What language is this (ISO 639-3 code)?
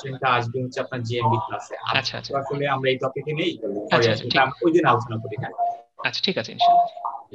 ben